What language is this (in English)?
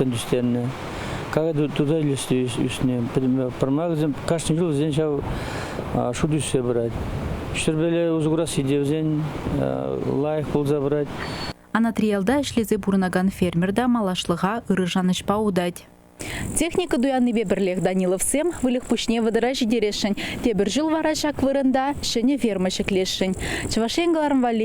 Chuvash